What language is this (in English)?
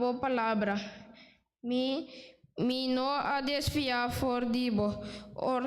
Papiamento